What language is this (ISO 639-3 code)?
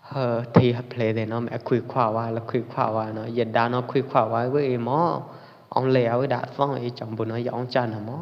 kjp